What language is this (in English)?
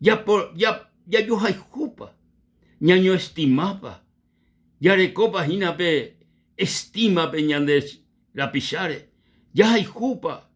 Guarani